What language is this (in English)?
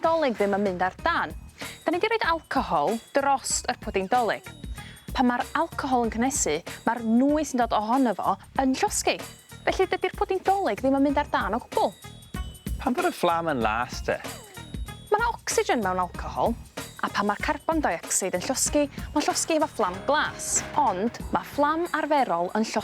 Welsh